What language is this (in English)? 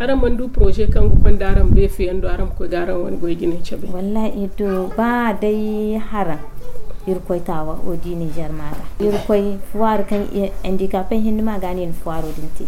Zarma